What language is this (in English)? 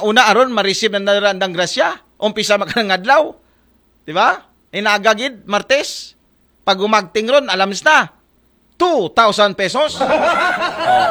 Aklanon